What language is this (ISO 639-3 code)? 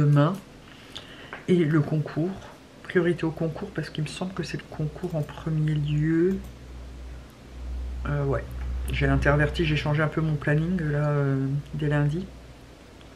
fra